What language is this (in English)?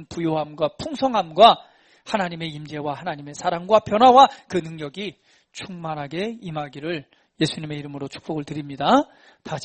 Korean